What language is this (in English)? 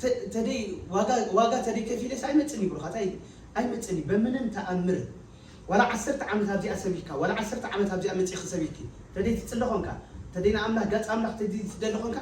Tigrinya